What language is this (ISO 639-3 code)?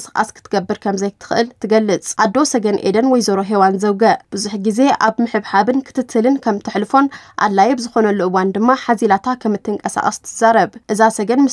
tir